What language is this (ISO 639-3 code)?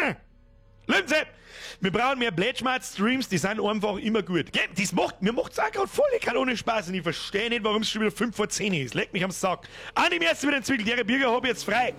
bar